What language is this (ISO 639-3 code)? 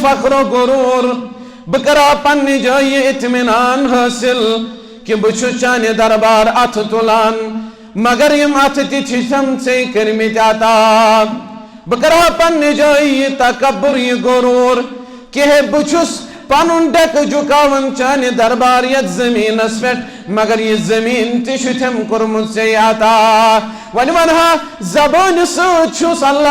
kas